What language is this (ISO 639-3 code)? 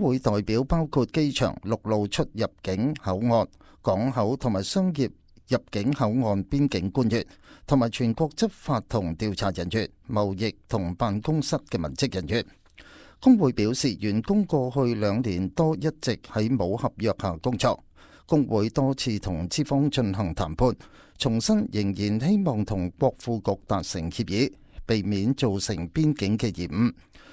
yue